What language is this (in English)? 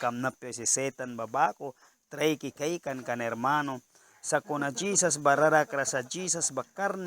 Mískito